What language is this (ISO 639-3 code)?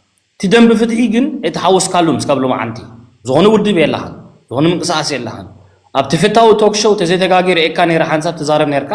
tir